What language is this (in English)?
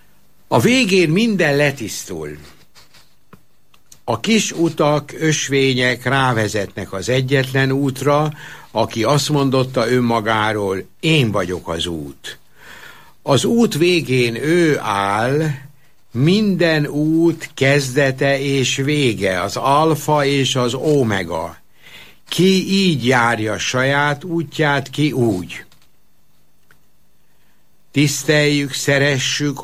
Hungarian